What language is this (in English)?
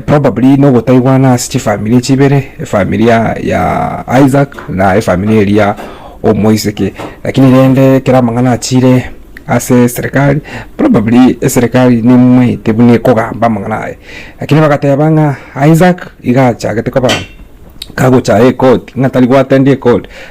Gusii